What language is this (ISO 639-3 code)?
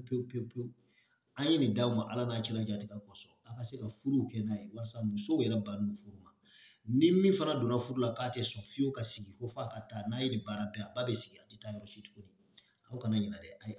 bam